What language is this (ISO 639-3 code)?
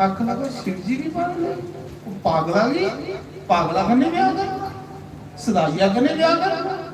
doi